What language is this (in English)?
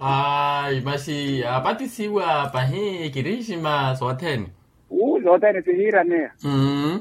Makhuwa